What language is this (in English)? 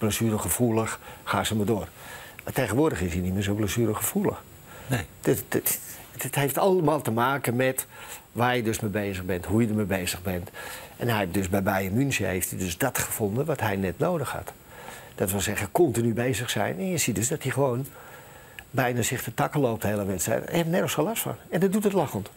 Dutch